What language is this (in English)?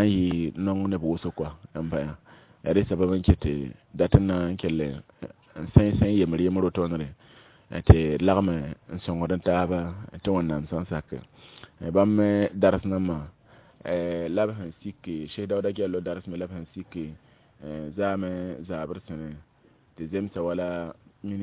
Mossi